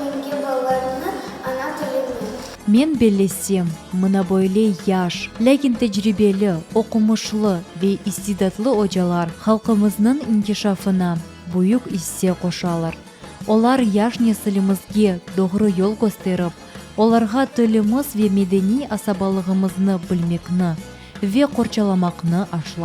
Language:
Crimean Tatar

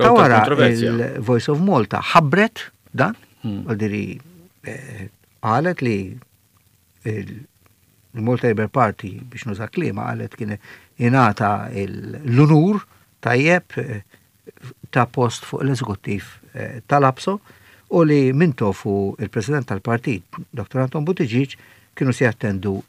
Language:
Maltese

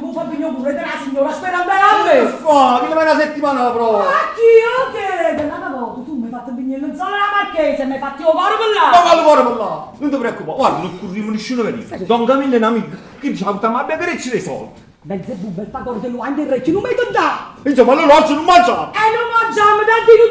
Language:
Neapolitan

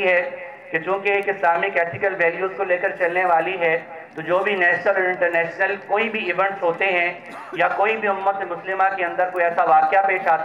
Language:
Urdu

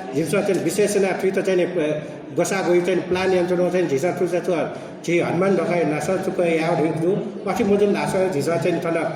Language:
Newari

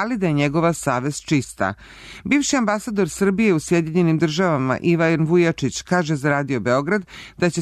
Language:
Serbian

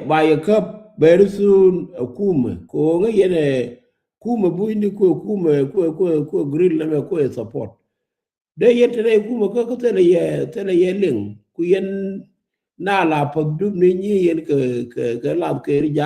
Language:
Nuer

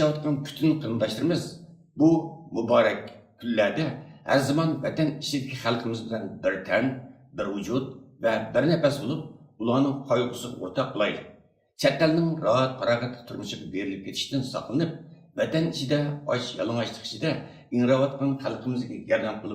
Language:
Uyghur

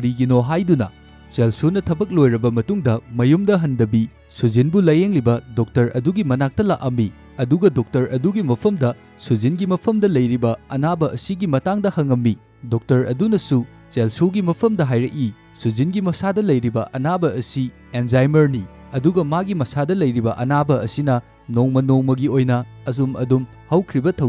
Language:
Manipuri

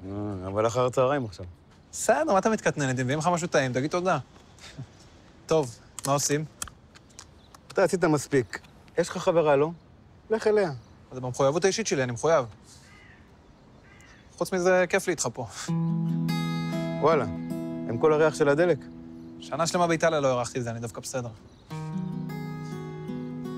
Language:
Hebrew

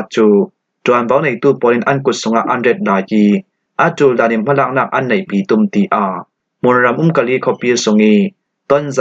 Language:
Falam Chin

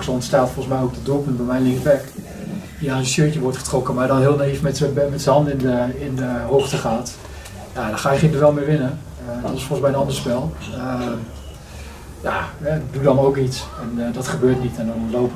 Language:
Dutch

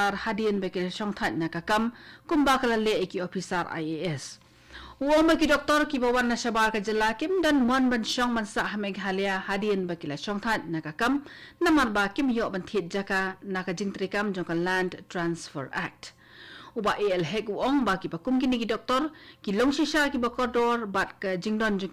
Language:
Khasi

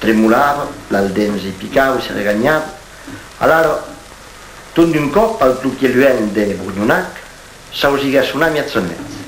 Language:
Occitan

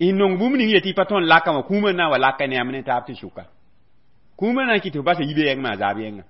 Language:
Mossi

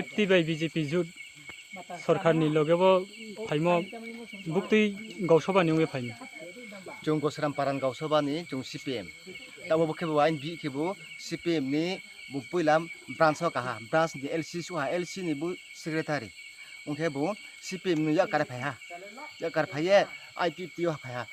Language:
Riang (India)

